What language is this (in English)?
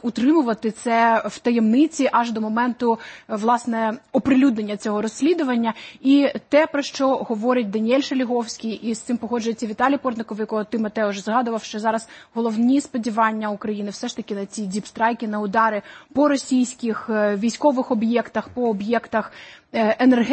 Ukrainian